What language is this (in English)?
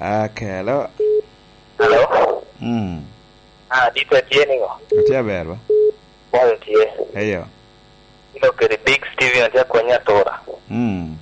Lango (Uganda)